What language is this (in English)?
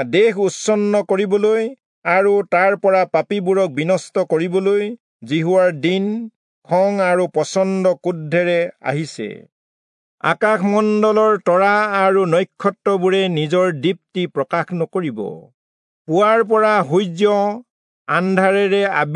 Assamese